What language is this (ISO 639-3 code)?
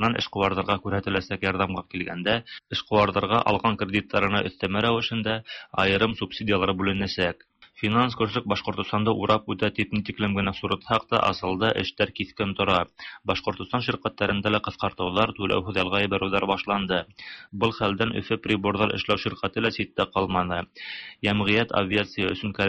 tat